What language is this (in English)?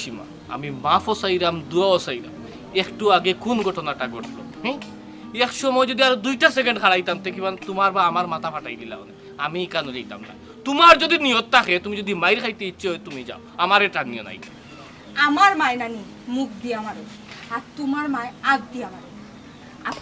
Sylheti